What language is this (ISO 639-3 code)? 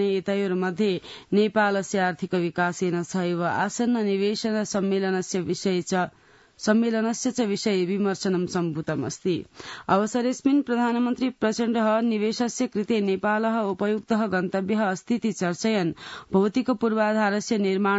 san